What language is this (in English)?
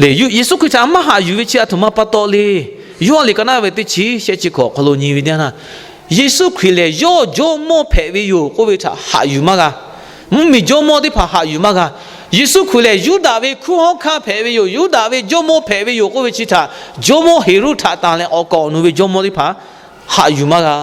Lahu